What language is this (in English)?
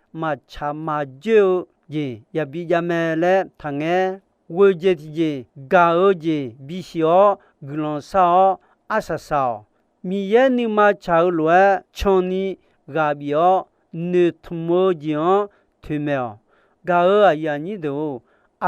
Akha